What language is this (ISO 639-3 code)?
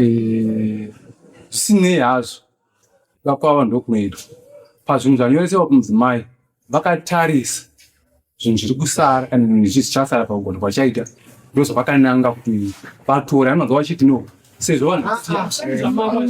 sna